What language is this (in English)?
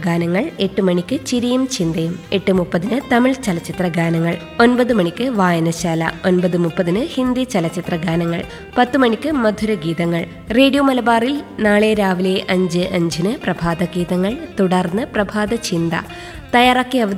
Malayalam